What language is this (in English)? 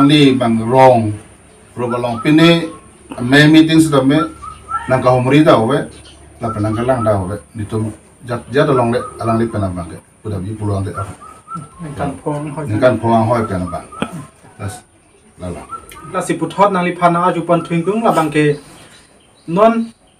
Karbi